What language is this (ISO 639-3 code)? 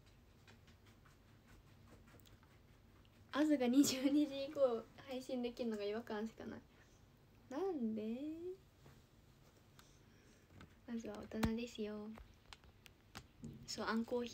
jpn